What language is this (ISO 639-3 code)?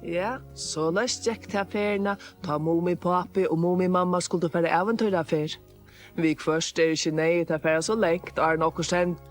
fao